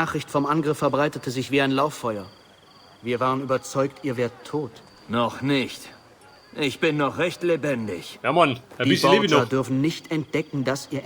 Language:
Bavarian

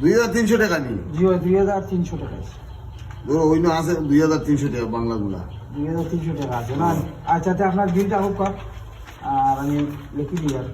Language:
Sylheti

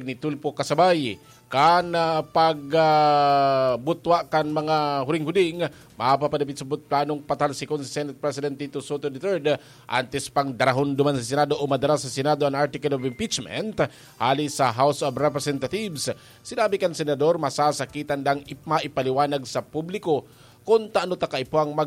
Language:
Bikol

